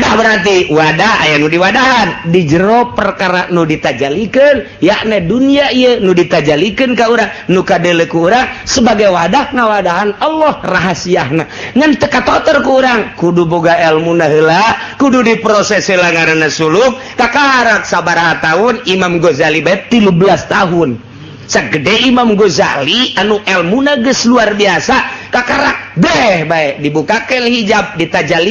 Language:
Sundanese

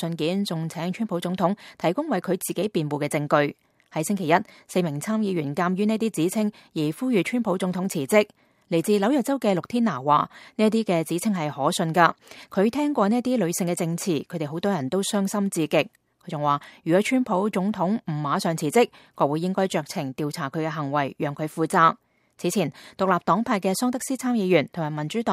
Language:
Cantonese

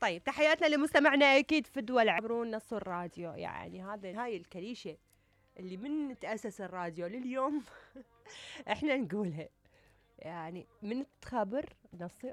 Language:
Mesopotamian Arabic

